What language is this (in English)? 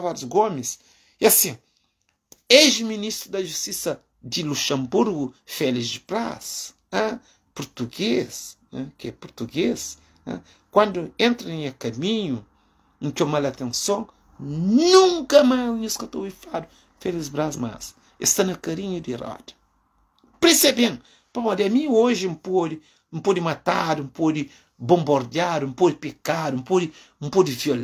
Kabuverdianu